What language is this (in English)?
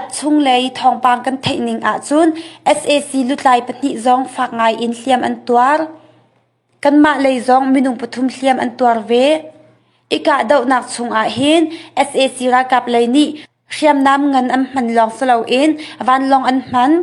Hakha Chin